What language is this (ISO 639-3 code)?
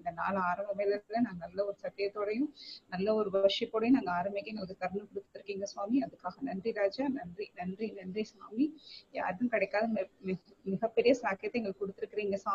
tam